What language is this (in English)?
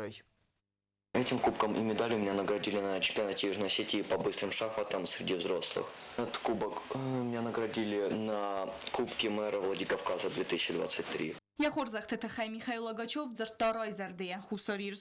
Ossetic